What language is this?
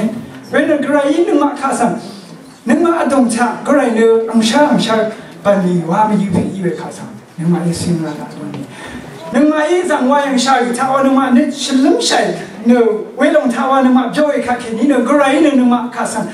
Rawang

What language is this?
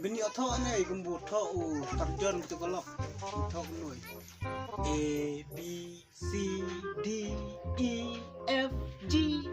Khasi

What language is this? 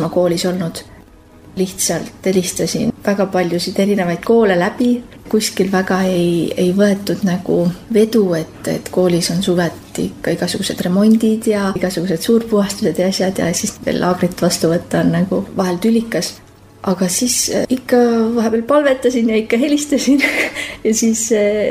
Estonian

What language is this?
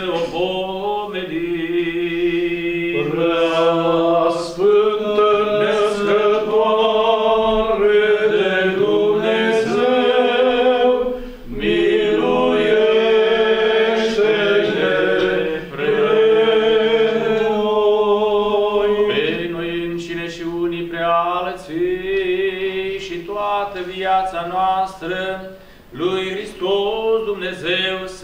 Romanian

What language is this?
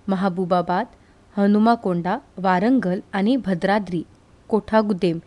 Konkani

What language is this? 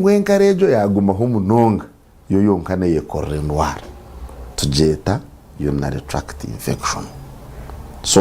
Nyankole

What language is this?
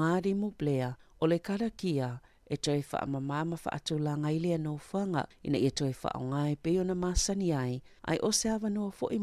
Samoan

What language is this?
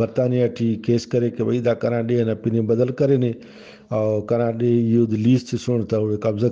Brahui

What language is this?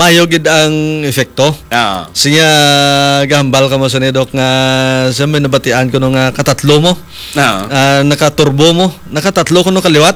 Hiligaynon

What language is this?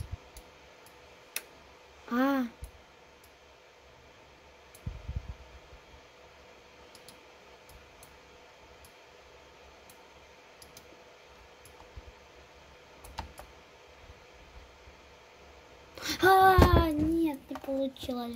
Russian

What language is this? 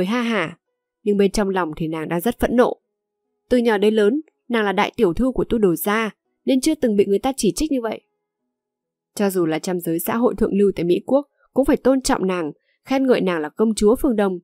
Vietnamese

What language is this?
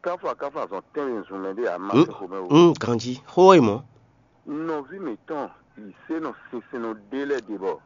Fon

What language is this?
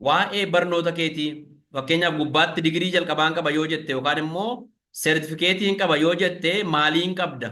Oromo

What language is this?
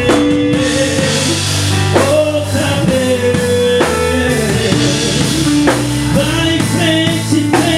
Portuguese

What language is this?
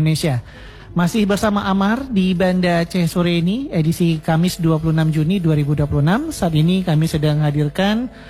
Indonesian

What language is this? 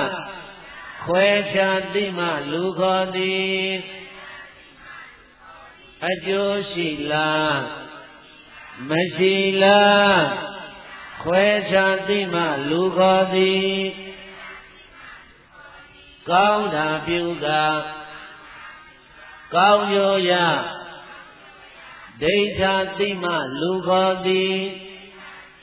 Burmese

